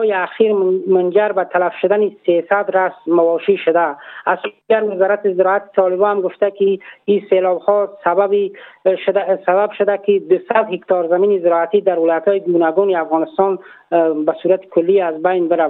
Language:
Tajik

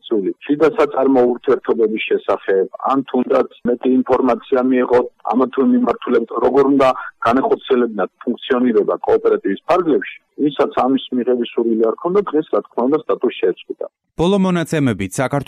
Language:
Georgian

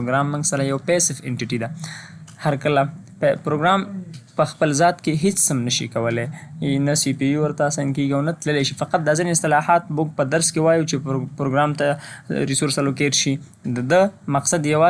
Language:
Pashto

